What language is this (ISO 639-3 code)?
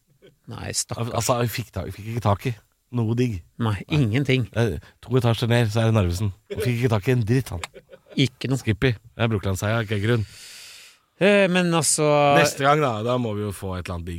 nor